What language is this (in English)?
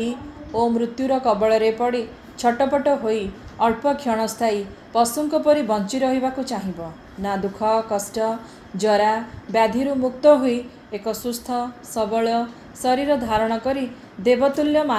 Odia